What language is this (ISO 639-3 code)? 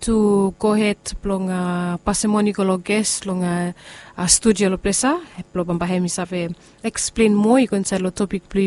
bis